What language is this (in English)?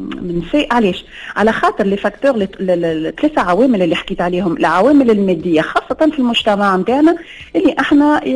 Tunisian Arabic